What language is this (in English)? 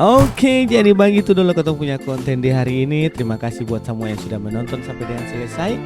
Ambonese Malay